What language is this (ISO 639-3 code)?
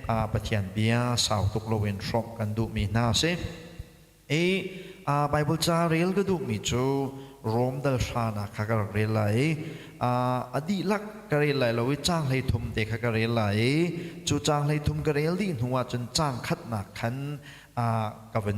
cnh